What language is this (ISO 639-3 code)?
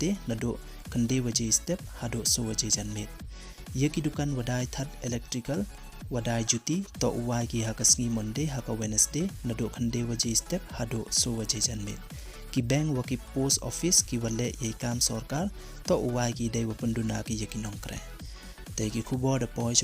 pbv